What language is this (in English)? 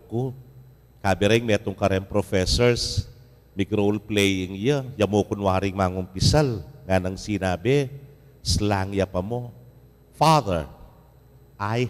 Pampanga